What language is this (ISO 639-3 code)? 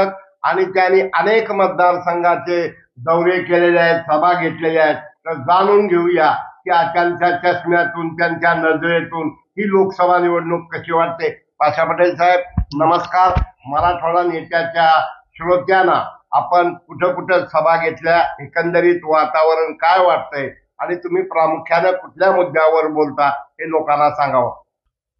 mar